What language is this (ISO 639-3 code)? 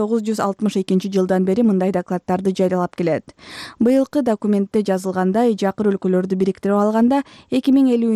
kir